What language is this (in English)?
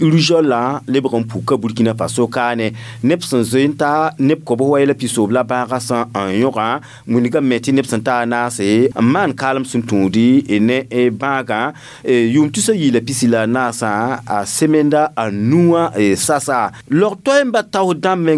Mossi